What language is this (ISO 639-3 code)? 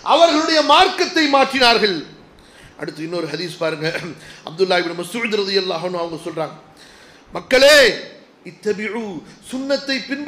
tam